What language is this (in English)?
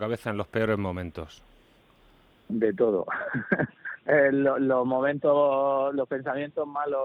Spanish